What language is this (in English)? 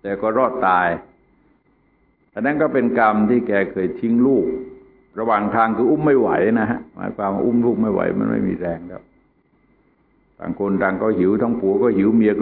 Thai